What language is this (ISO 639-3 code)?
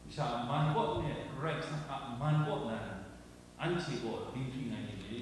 kac